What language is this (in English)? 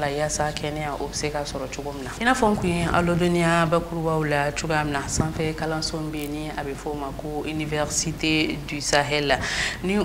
Bambara